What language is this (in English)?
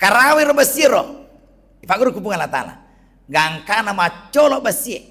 Buginese